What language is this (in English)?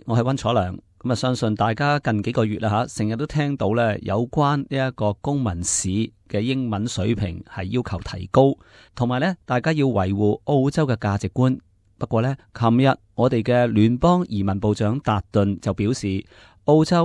Cantonese